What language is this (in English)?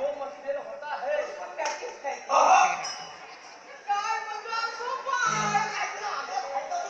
Marathi